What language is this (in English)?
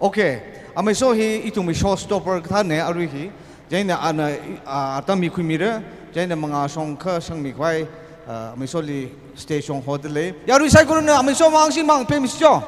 Tangkhul Naga (India)